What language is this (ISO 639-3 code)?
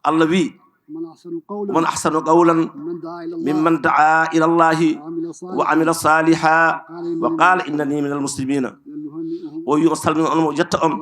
ful